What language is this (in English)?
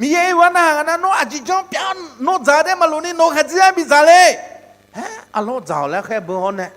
Akha